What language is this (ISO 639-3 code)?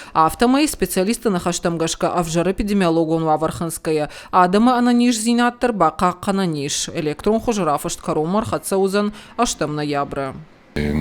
oss